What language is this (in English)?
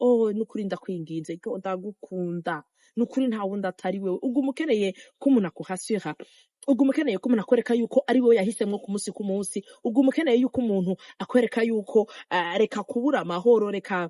Rundi